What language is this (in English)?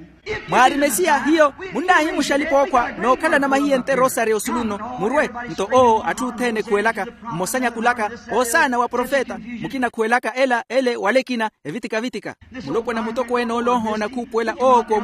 Makhuwa